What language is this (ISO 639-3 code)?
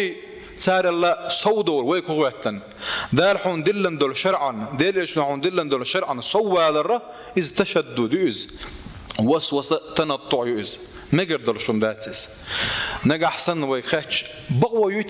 che